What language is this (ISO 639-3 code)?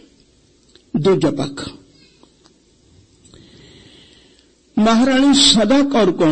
pan